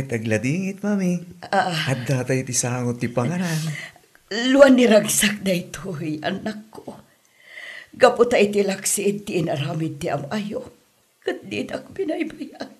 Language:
Iloko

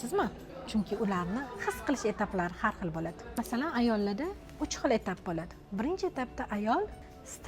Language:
Uzbek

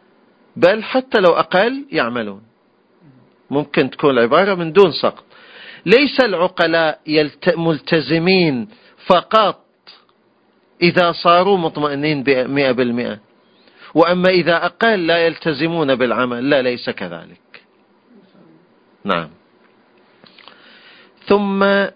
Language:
Arabic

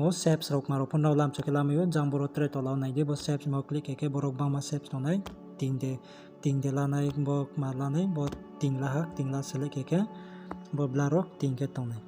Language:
Riang (India)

